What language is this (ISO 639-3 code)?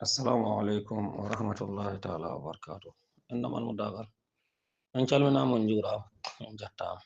ful